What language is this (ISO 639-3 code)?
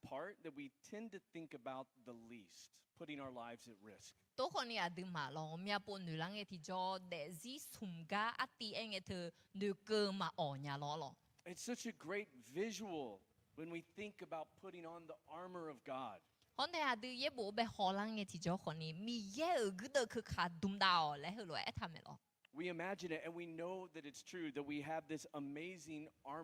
ahk